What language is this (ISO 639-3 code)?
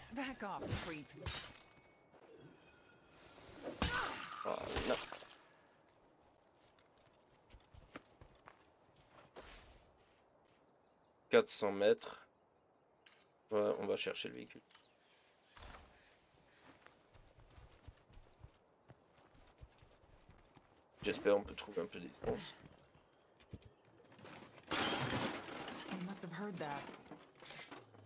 fra